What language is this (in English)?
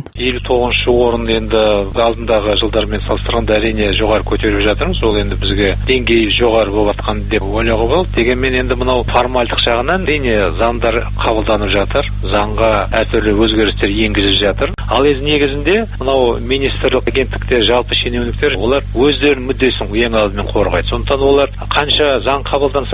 Kazakh